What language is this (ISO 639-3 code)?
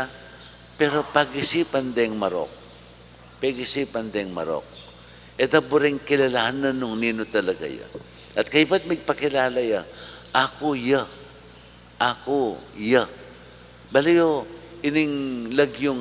pam